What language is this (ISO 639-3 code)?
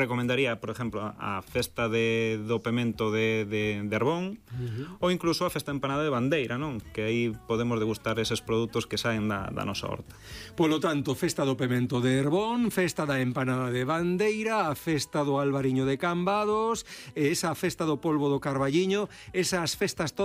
glg